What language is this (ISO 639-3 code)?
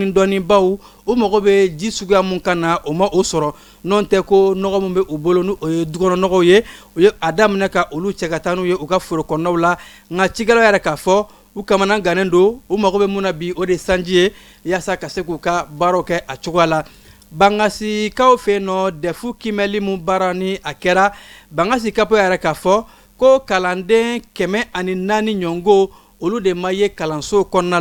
bam